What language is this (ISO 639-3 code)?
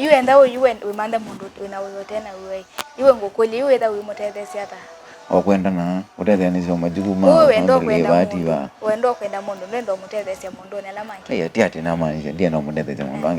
kam